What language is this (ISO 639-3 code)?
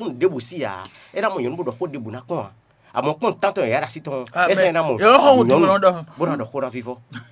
fon